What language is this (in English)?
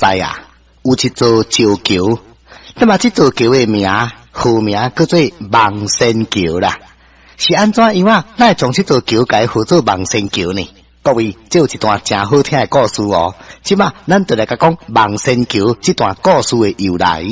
Min Nan Chinese